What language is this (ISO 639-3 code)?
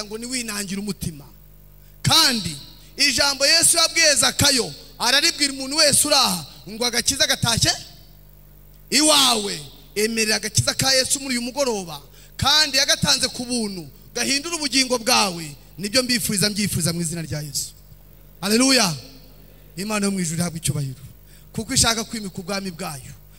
kin